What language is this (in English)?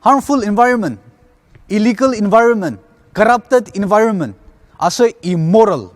Ao Naga